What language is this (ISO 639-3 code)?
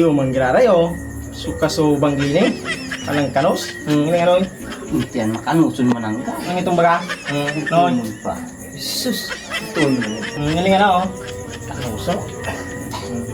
bik